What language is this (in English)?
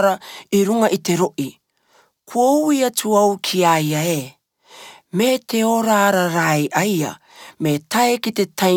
Rarotongan